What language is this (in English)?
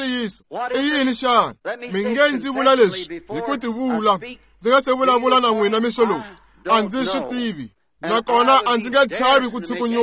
Tsonga